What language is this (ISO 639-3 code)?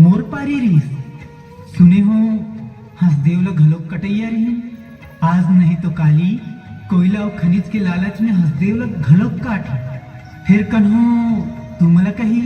hne